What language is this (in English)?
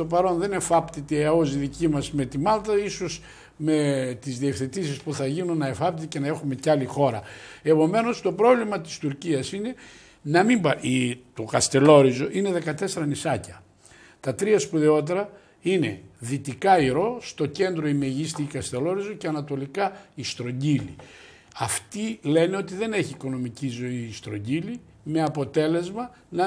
Greek